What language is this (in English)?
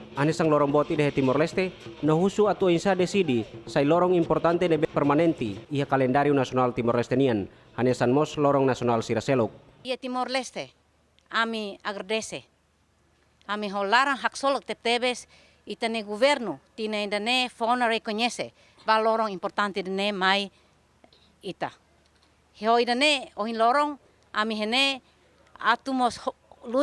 Tetum